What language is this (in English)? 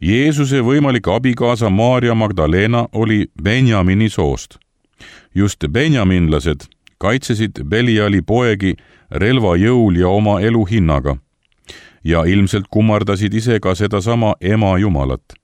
Estonian